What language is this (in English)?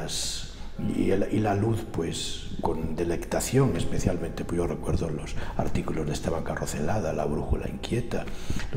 Spanish